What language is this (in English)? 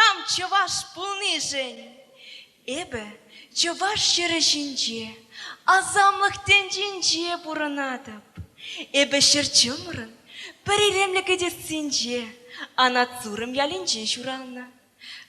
Chuvash